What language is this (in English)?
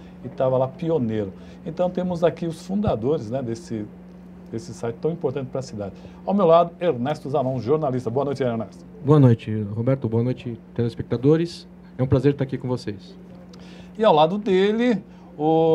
Portuguese